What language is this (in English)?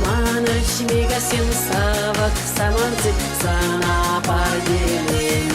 Chuvash